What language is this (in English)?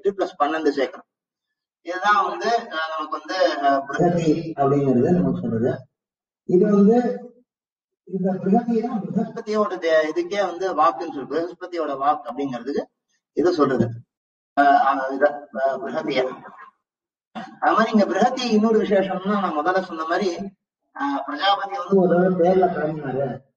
Tamil